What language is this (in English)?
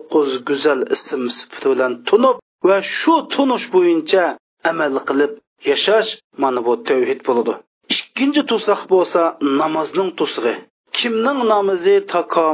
Uyghur